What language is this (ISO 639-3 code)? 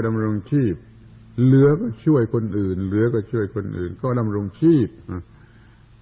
tha